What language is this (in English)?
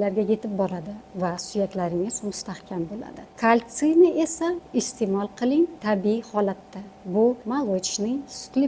Uzbek